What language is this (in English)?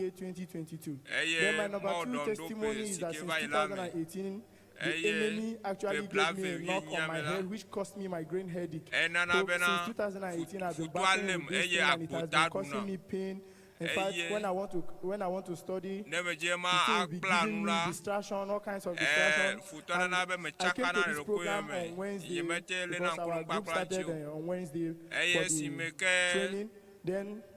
Ewe